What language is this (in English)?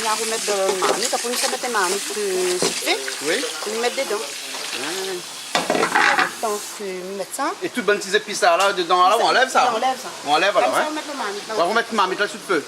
Réunion Creole French